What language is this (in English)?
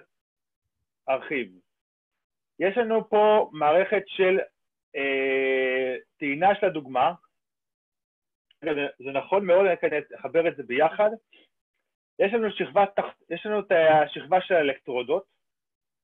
Hebrew